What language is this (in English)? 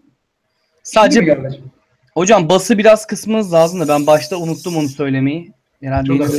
Turkish